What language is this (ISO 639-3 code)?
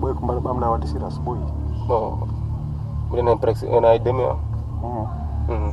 ful